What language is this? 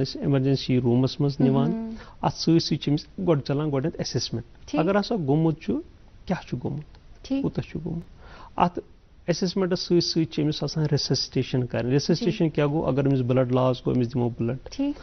Kashmiri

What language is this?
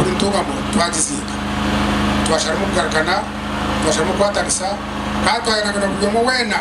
Nyankole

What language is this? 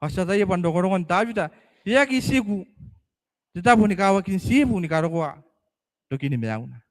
Gilbertese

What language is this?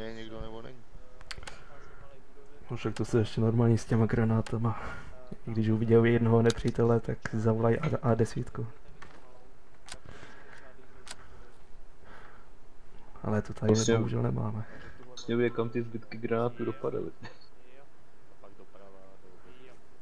Czech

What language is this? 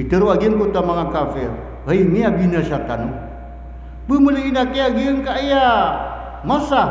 Maranao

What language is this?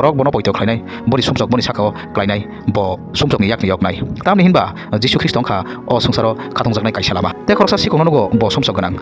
Kok Borok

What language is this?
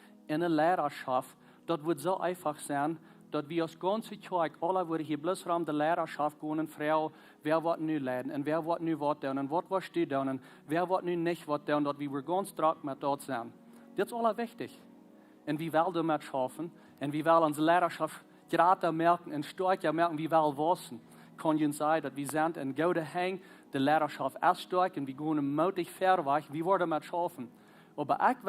Plautdietsch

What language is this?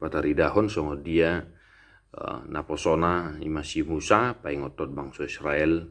Batak Toba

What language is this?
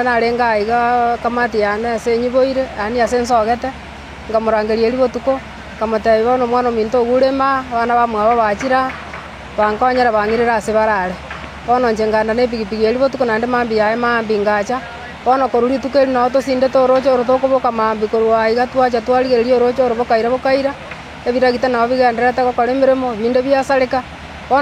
Gusii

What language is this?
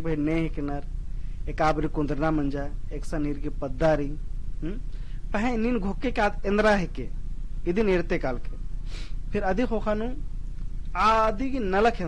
Kurukh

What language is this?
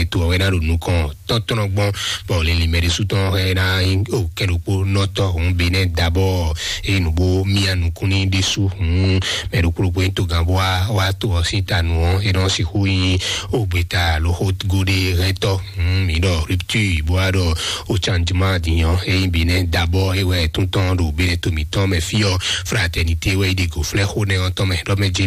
Fon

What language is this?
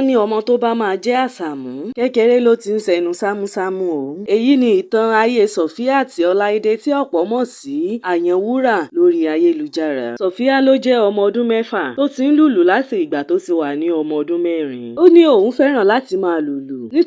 Yoruba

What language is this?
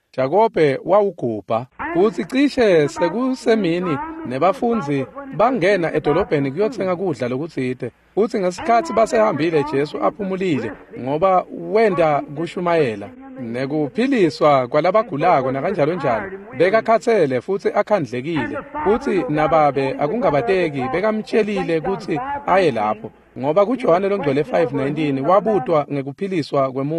Swati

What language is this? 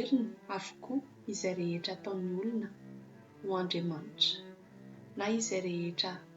Malagasy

